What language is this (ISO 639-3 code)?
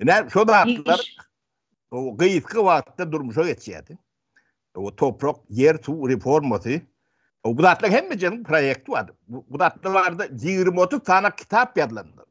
tuk